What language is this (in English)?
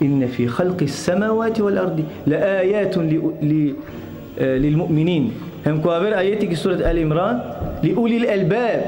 Balkan Romani